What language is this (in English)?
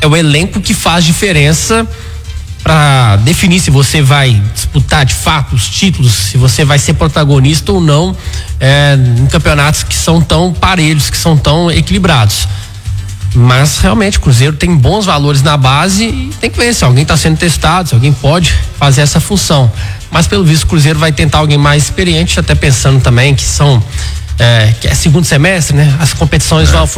Portuguese